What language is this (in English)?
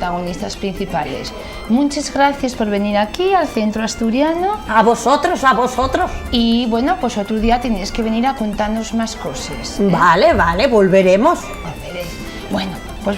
Asturian